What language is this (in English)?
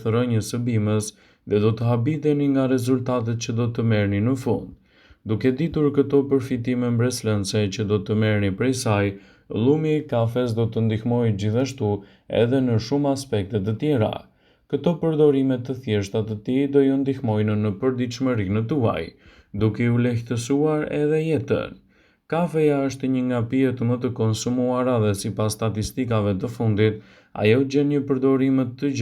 Albanian